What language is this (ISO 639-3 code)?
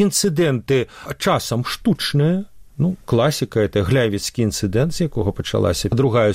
bel